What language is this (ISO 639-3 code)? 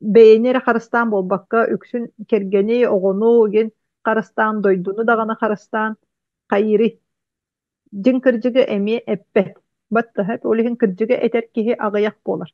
sah